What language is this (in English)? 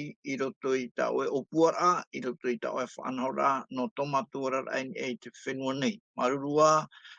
Tahitian